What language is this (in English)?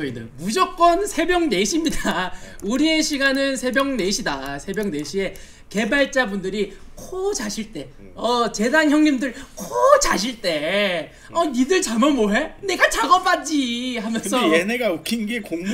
Korean